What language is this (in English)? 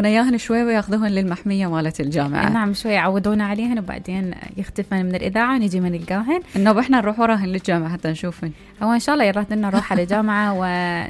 Mesopotamian Arabic